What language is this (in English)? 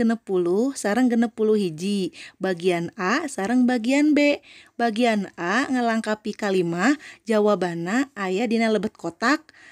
Sundanese